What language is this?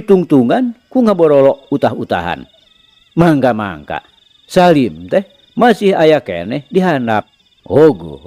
Sundanese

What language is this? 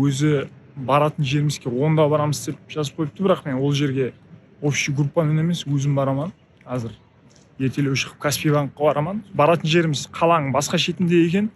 Kara-Kalpak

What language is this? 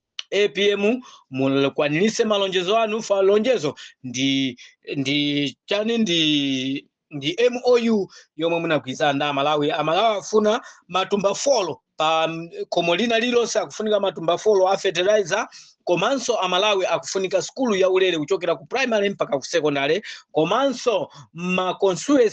Nyanja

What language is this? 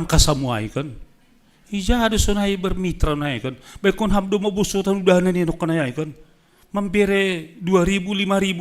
Batak Simalungun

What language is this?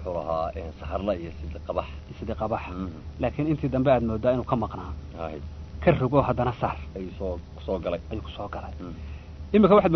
Somali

